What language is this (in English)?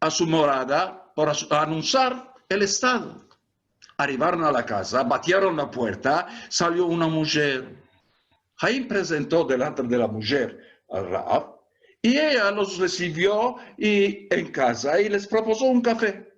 Ladino